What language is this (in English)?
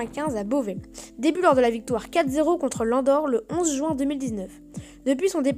French